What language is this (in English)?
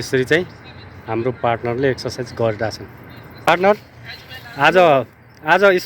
Nepali